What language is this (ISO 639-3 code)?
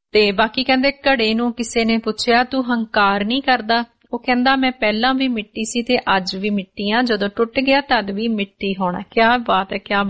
pan